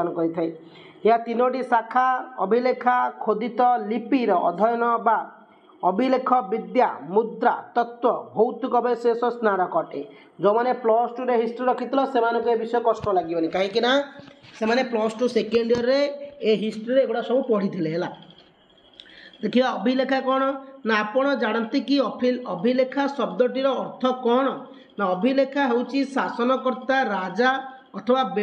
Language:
Odia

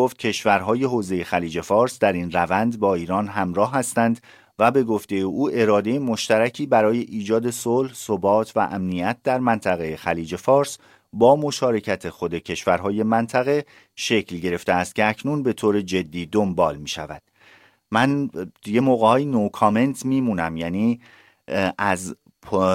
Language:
Persian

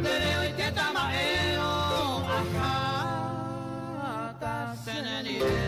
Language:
Guarani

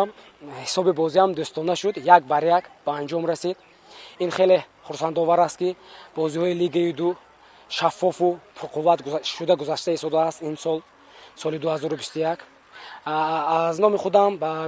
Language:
Tajik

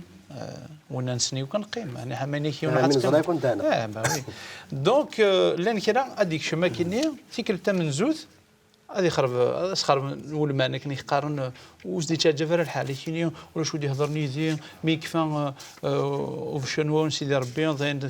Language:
Kabyle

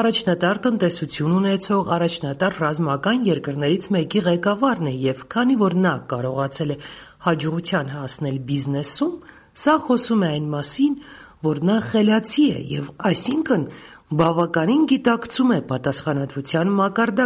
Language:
Armenian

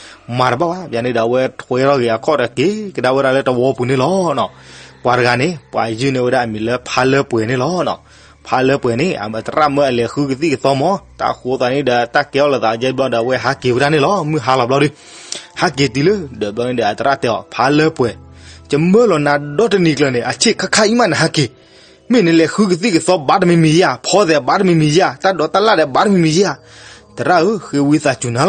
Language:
S'gaw Karen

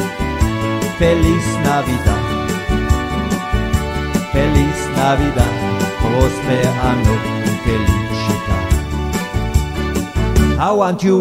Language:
French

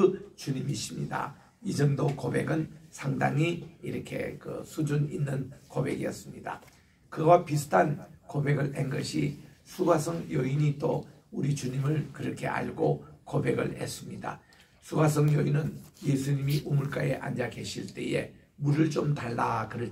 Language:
Korean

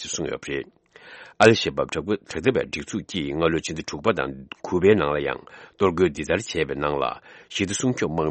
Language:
Tibetan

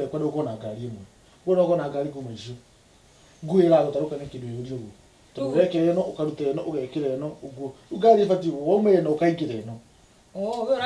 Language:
Kikuyu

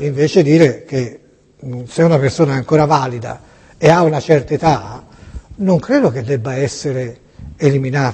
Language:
Italian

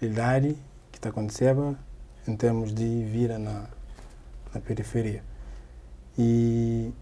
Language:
Kabuverdianu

